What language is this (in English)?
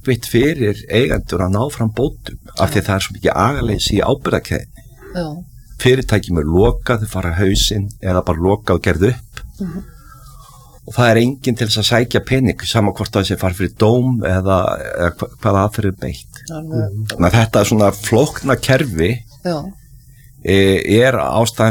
Icelandic